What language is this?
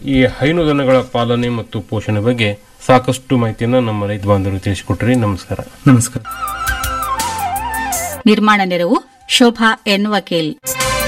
Kannada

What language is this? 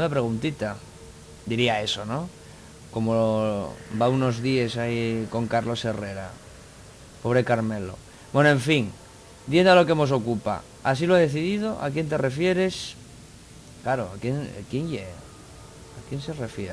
Asturian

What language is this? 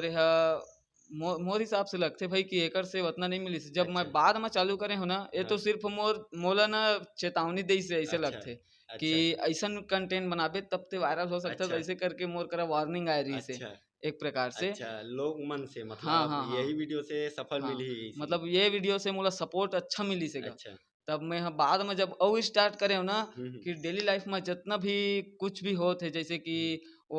Chhattisgarhi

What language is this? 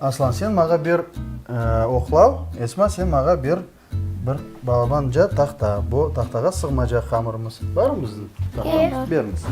Crimean Tatar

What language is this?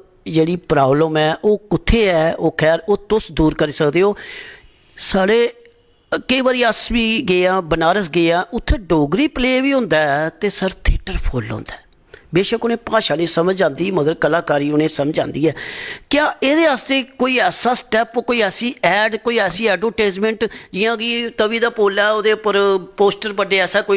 Dogri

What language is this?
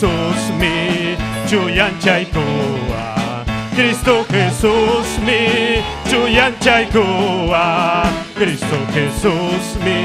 Ayacucho Quechua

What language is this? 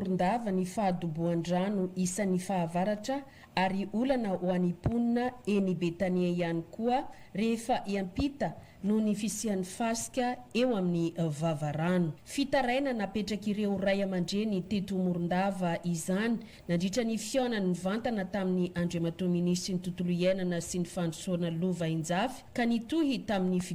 Malagasy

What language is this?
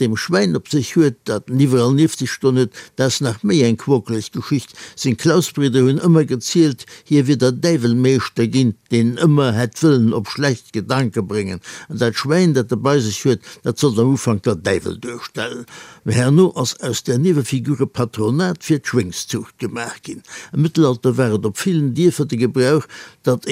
Luxembourgish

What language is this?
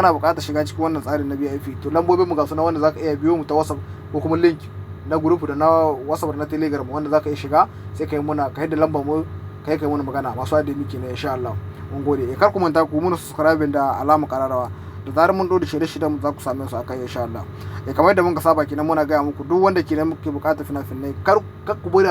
Hausa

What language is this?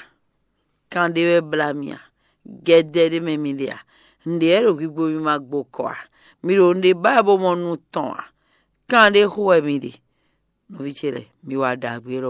Fon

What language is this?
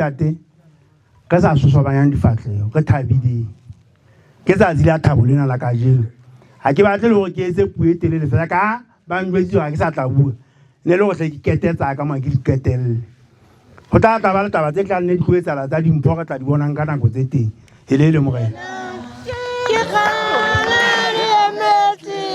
Southern Sotho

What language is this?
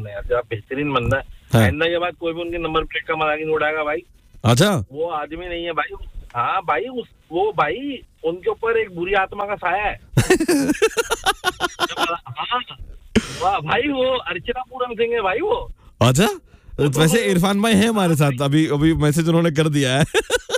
Hindi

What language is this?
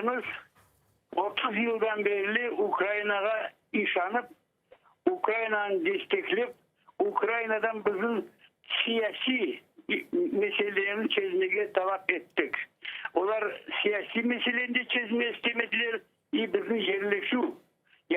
Crimean Tatar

